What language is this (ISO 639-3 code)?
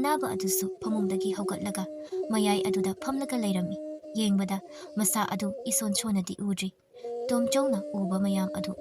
mni